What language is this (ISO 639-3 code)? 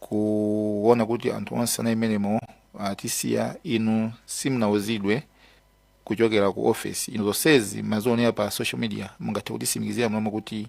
nya